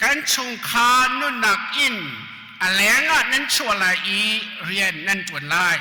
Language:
Hakha Chin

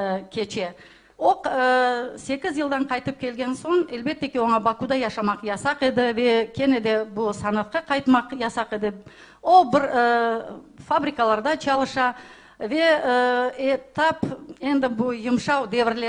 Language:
Crimean Tatar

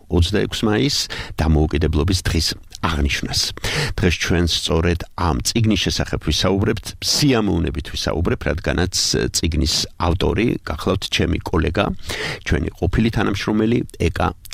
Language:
Georgian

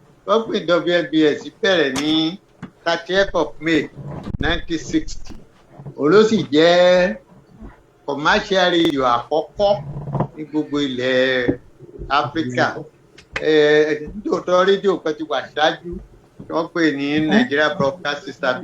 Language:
Yoruba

